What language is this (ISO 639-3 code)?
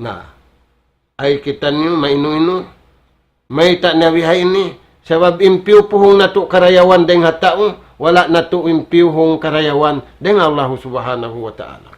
tsg